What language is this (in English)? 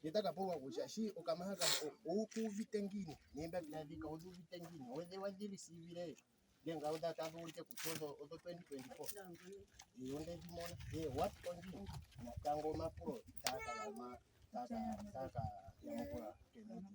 Ndonga